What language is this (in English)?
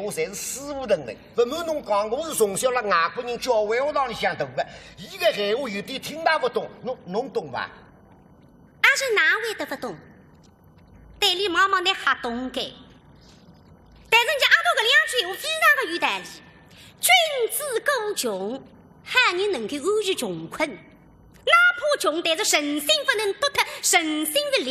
Wu Chinese